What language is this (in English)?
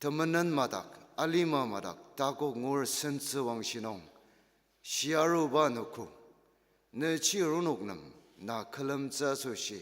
Ao Naga